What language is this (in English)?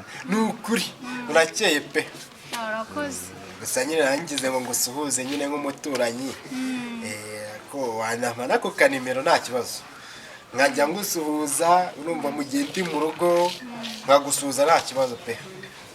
Kinyarwanda